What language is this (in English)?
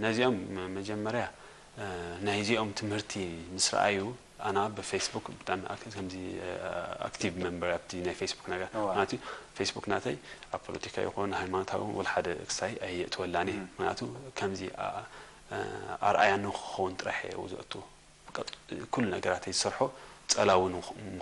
Tigrinya